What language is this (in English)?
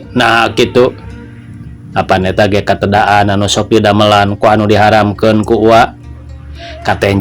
Sundanese